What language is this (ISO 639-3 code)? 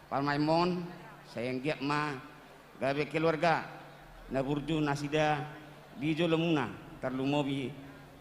bbc